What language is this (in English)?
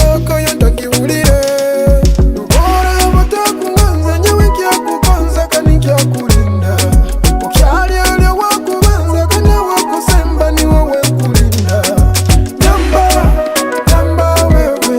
Nyoro